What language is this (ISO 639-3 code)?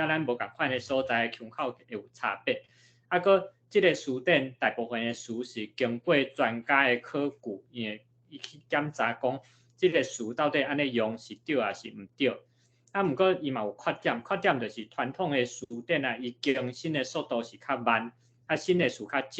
nan